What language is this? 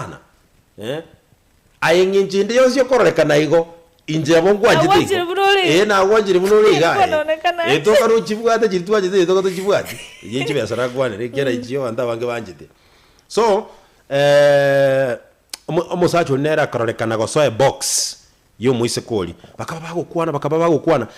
Gusii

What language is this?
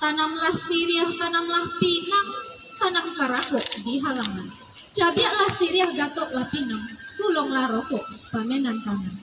Minangkabau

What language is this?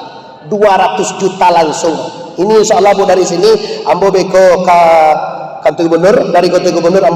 Minangkabau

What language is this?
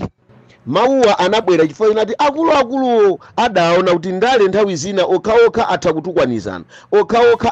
Nyanja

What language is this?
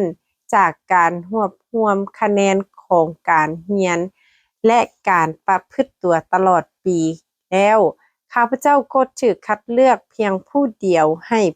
Lao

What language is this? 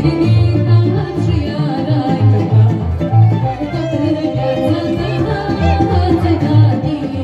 Romanian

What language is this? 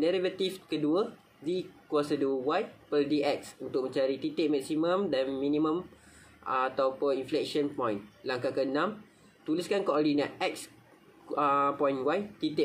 Malay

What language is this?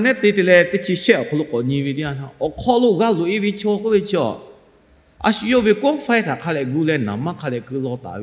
Lahu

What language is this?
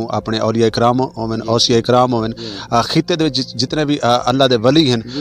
Western Panjabi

